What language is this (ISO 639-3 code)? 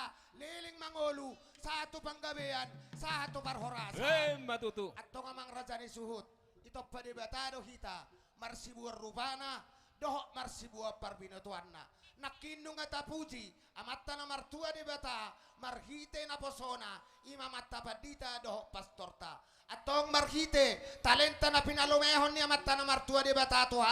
bbc